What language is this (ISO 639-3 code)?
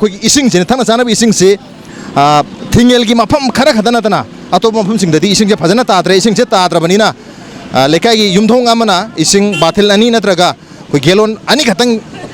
mni